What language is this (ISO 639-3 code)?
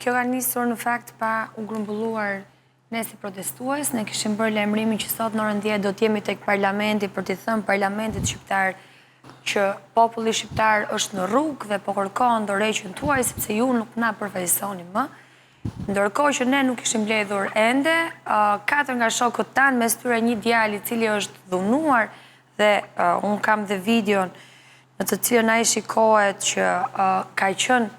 sqi